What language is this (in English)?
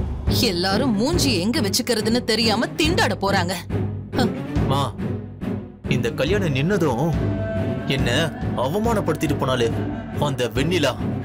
Tamil